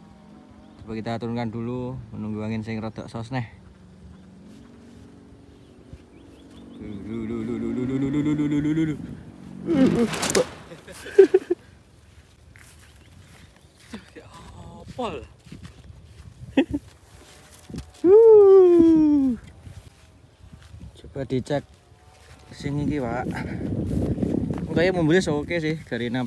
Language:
Indonesian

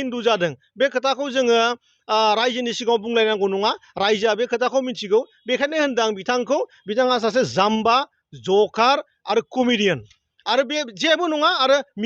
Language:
Bodo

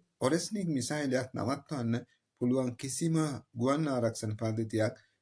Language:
Sinhala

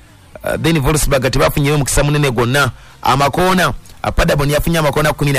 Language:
Ganda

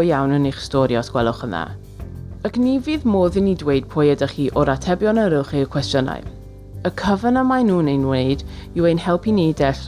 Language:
Welsh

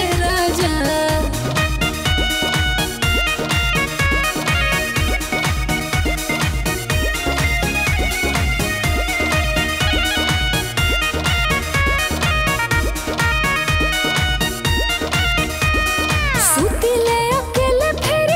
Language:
Bhojpuri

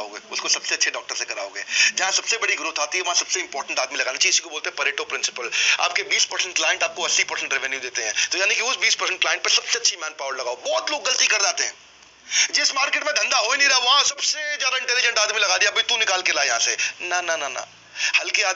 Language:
Hindi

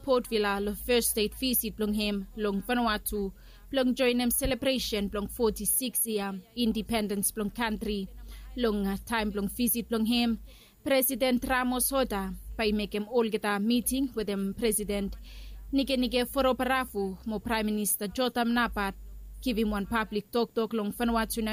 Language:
Bislama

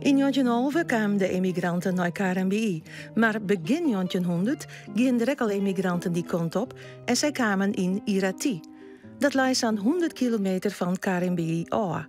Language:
Western Frisian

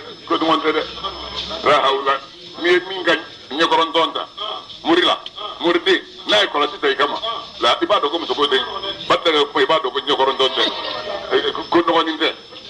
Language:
Bambara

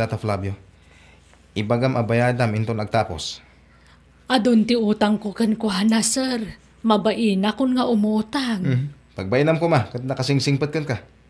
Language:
Iloko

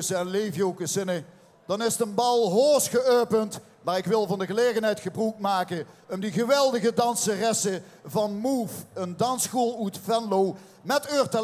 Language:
Limburgish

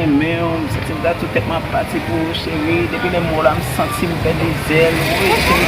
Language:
Haitian Creole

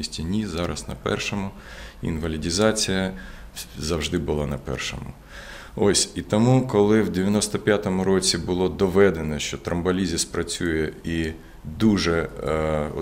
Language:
Ukrainian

